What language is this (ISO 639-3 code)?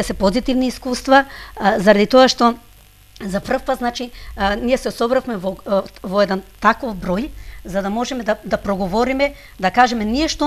mkd